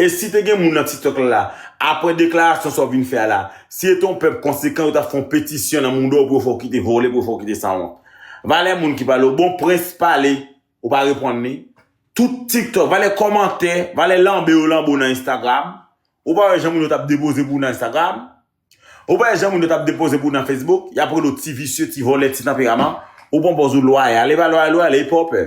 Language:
Haitian Creole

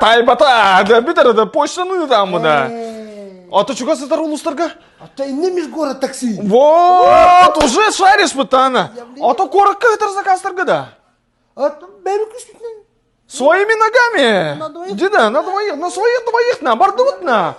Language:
Yakut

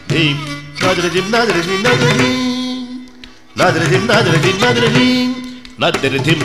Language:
Telugu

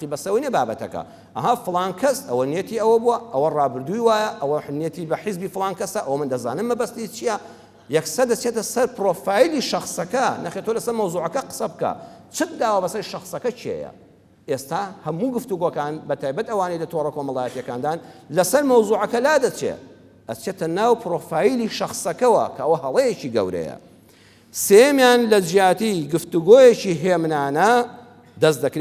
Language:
Central Kurdish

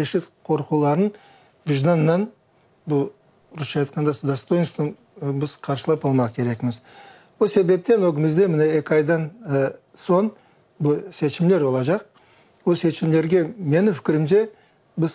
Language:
Crimean Tatar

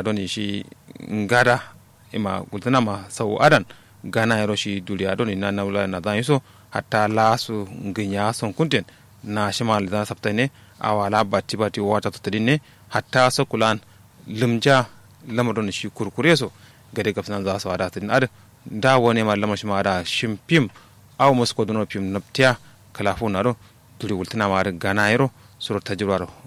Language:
Kanuri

